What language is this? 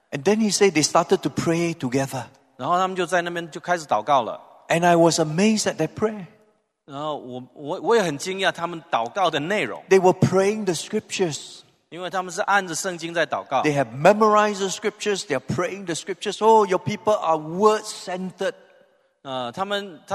Chinese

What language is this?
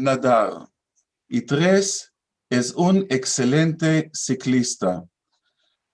Ladino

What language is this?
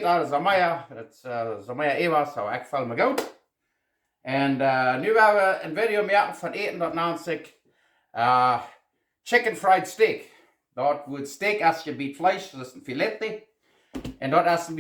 Plautdietsch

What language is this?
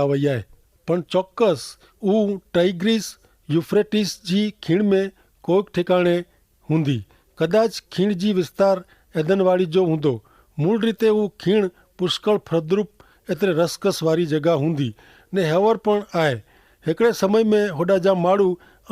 Kachhi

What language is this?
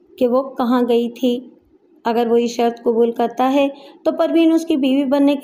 Urdu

